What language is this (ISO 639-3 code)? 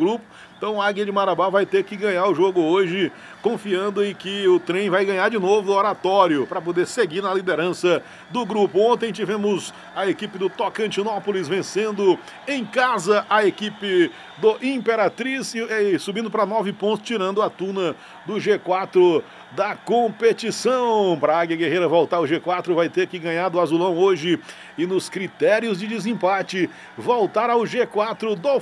por